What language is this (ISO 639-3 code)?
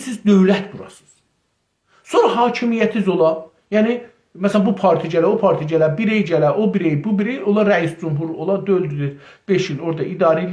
azb